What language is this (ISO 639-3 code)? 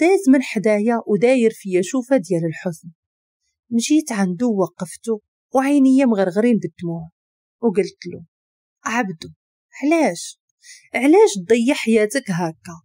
ary